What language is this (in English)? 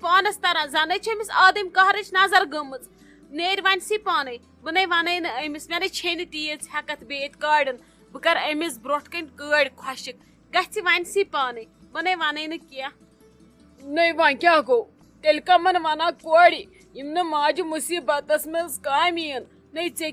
Kashmiri